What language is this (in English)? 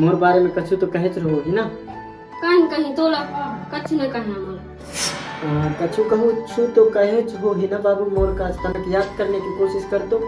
Chhattisgarhi